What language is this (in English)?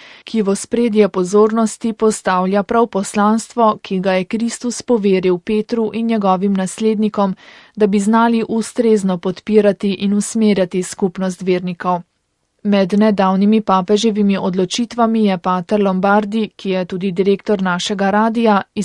Slovenian